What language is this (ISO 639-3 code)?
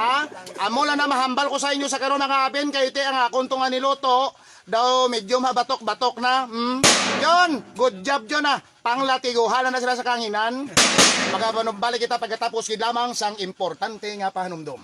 hil